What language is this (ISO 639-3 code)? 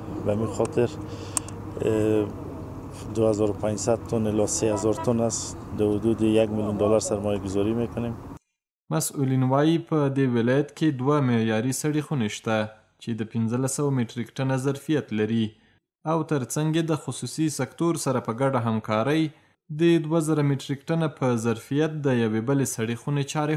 pus